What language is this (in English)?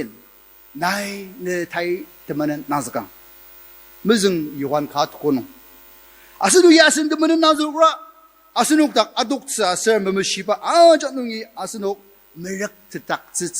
Ao Naga